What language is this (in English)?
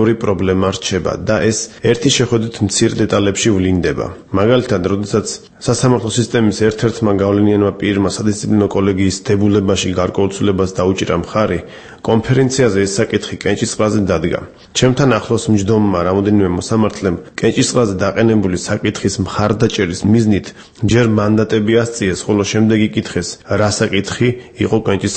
Georgian